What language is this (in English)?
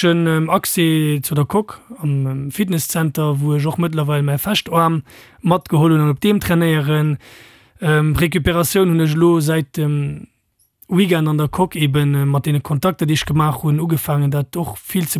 Luxembourgish